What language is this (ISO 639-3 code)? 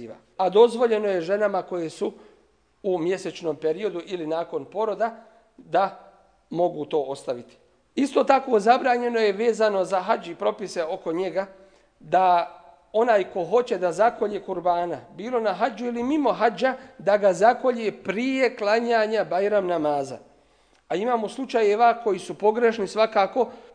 bos